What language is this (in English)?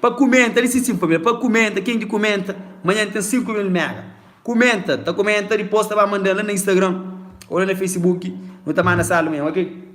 Kabuverdianu